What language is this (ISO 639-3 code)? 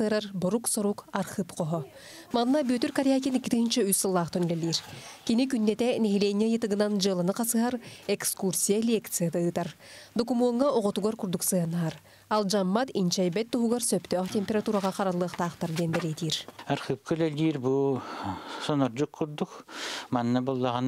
sah